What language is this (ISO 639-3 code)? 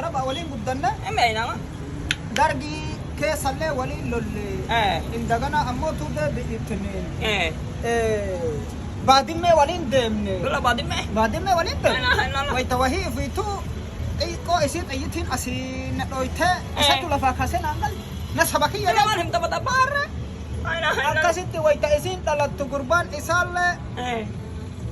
orm